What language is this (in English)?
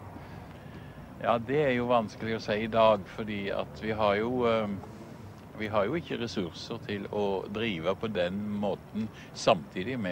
Norwegian